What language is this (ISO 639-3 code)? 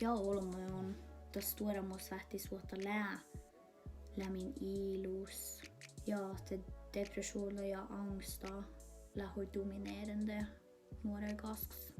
sme